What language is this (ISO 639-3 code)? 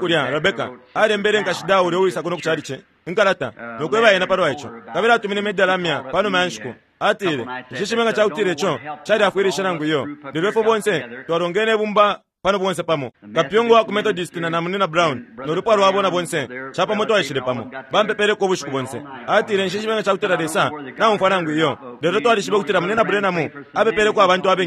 bem